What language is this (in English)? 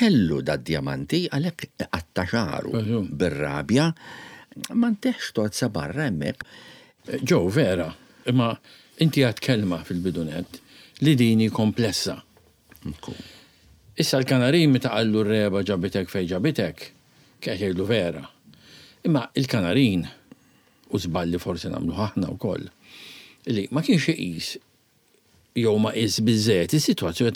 Maltese